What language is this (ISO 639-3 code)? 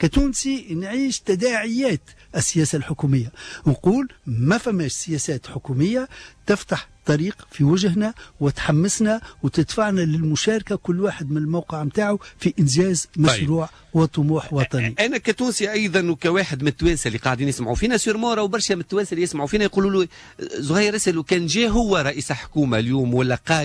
aeb